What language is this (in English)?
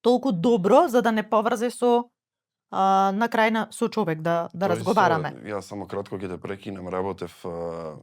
Macedonian